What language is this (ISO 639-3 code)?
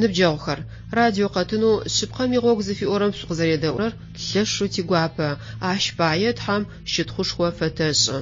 ady